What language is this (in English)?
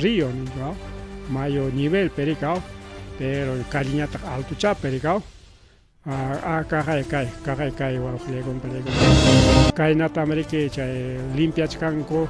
Ayacucho Quechua